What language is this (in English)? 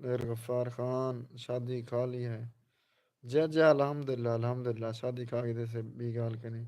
Saraiki